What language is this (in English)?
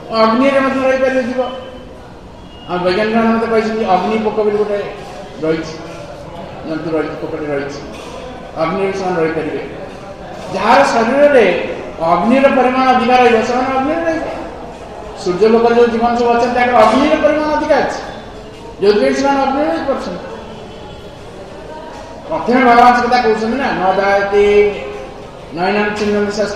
Odia